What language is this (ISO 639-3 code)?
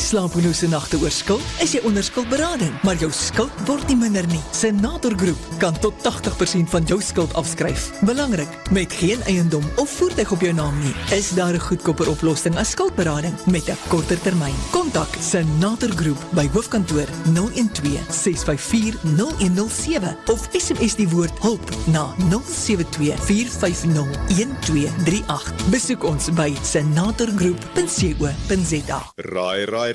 afr